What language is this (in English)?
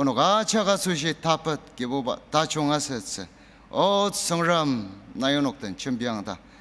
Ao Naga